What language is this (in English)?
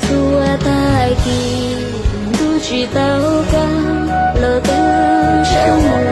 Hmong